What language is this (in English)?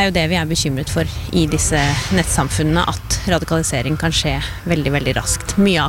Norwegian